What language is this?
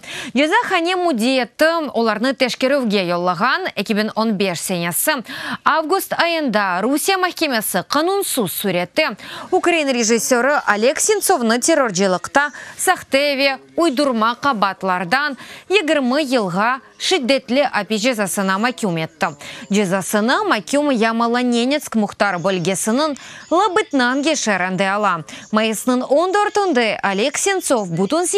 Crimean Tatar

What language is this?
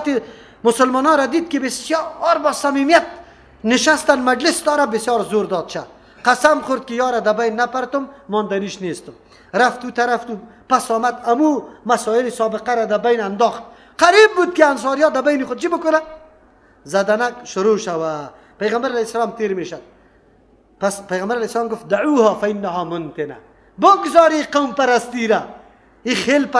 Persian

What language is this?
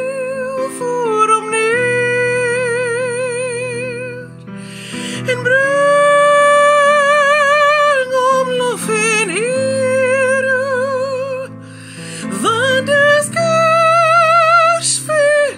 Afrikaans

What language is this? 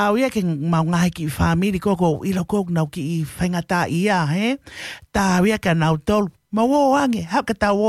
Tongan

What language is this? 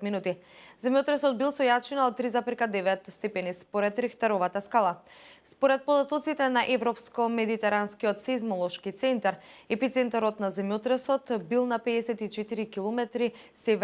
Macedonian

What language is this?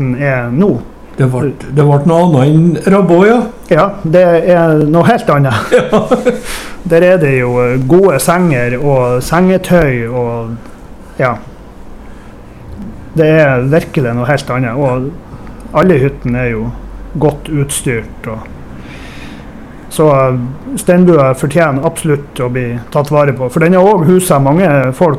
Norwegian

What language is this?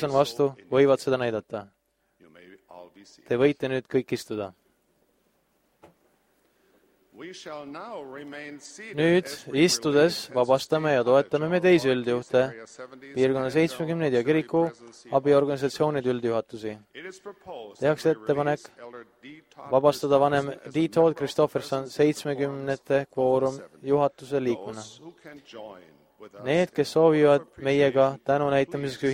Estonian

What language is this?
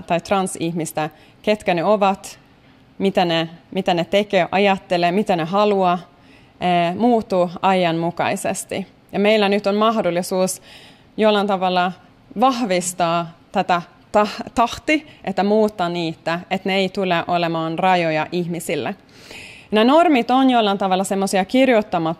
Finnish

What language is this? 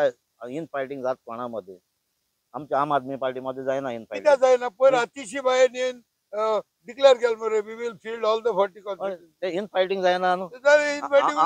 Konkani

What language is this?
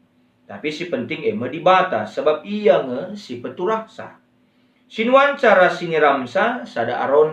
Batak Karo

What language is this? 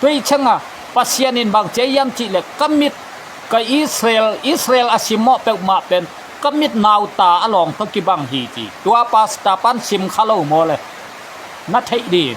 Tedim Chin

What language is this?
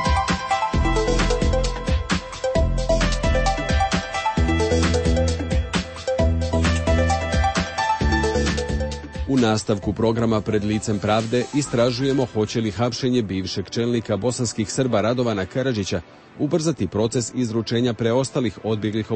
Serbian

